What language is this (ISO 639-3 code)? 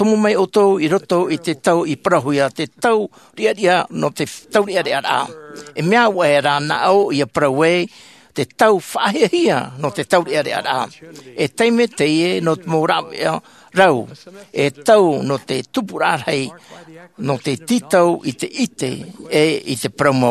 tah